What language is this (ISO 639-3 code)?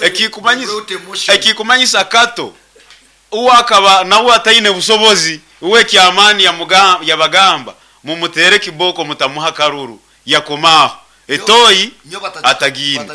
nyn